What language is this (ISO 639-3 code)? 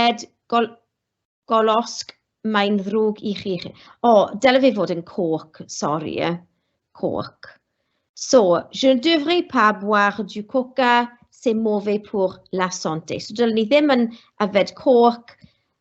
cym